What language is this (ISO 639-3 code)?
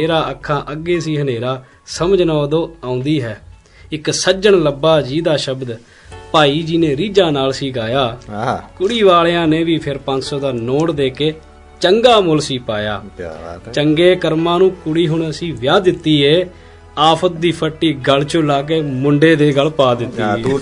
pan